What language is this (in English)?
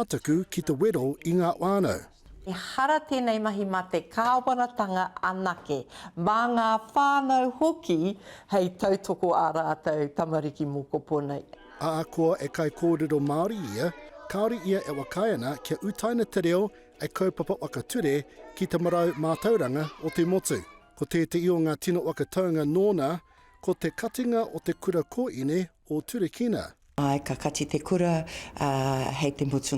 Māori